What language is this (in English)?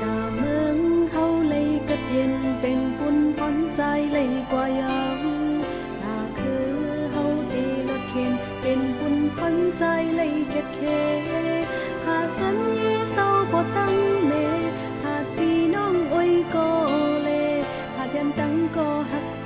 Shan